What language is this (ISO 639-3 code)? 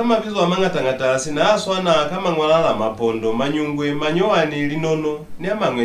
loz